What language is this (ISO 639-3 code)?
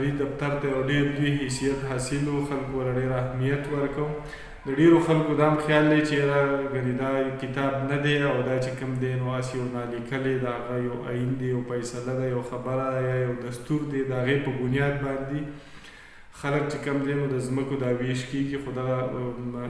pus